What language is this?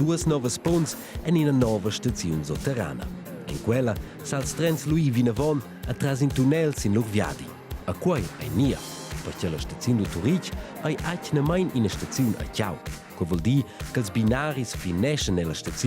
Romansh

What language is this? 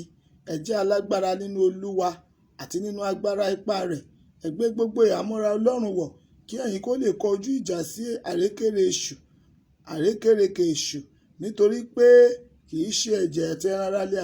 Yoruba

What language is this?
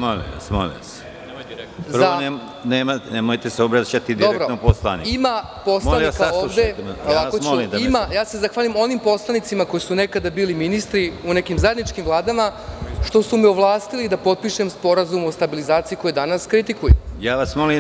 Serbian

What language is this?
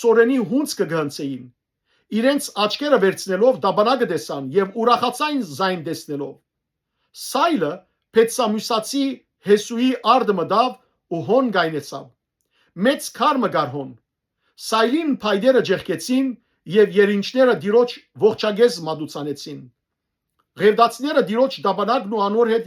Western Armenian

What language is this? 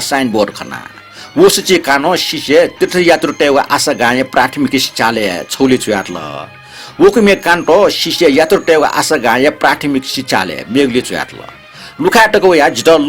Newari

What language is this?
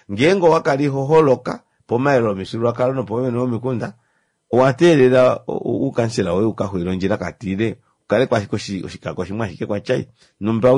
Kuanyama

